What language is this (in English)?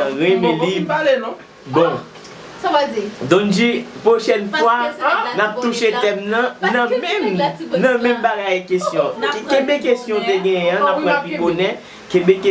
Haitian Creole